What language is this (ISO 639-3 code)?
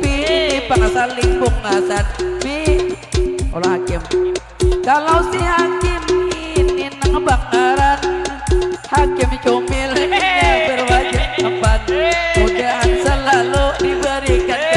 bjn